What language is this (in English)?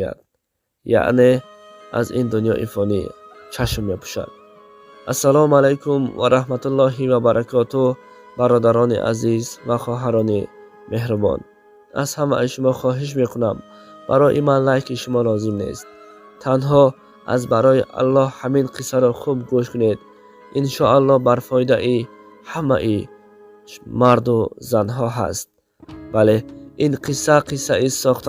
Tajik